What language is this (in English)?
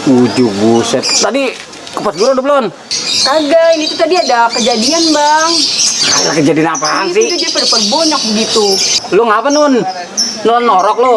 Betawi